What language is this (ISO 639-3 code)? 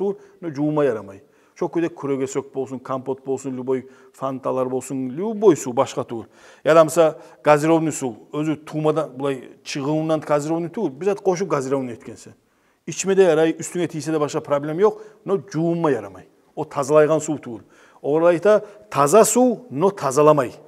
kum